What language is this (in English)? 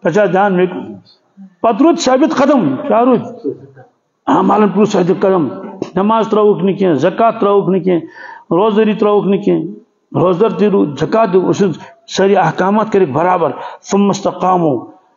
Kashmiri